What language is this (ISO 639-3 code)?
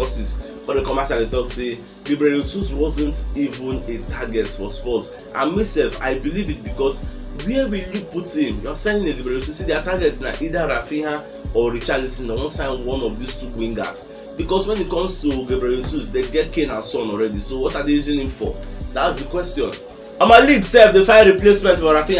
pcm